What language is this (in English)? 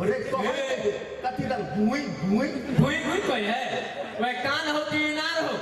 Maithili